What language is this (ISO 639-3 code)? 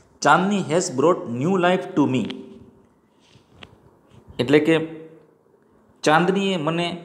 guj